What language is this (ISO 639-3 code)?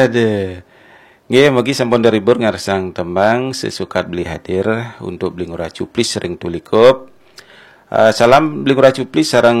ban